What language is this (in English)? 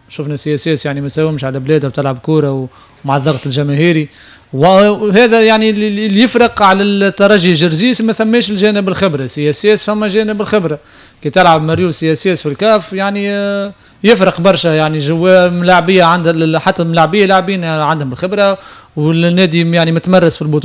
Tunisian Arabic